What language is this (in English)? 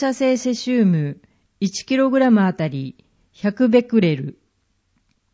Japanese